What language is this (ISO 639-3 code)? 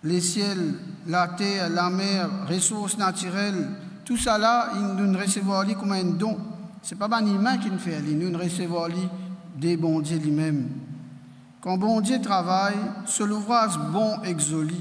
mfe